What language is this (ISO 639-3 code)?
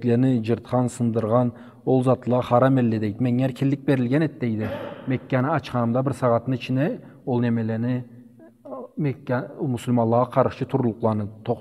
krc